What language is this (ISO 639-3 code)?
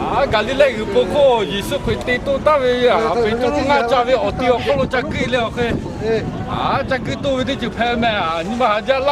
lhu